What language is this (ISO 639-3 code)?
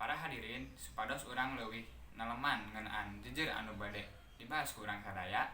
sun